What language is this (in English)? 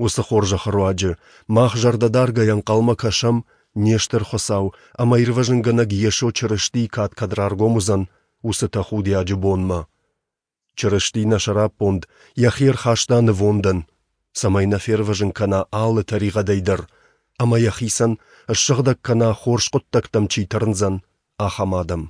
Ossetic